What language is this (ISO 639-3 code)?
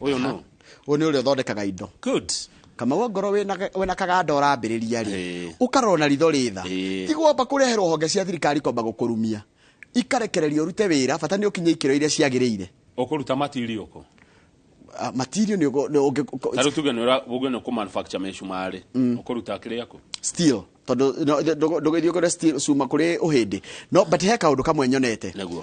kik